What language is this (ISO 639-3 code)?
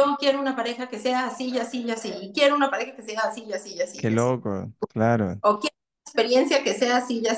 spa